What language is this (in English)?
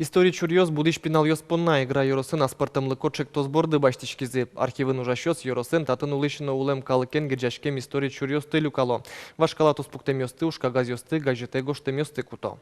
Udmurt